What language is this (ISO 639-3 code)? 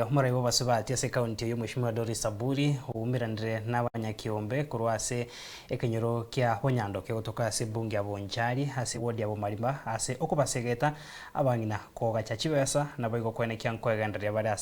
guz